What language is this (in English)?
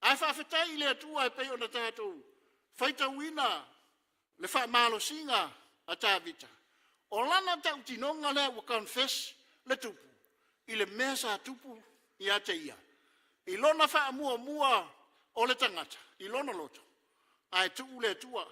Samoan